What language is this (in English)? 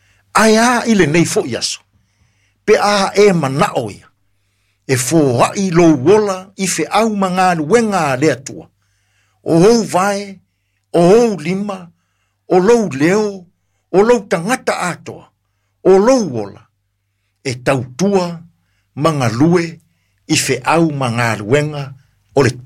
Samoan